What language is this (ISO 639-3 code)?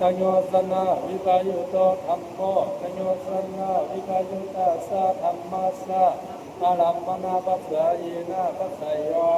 pli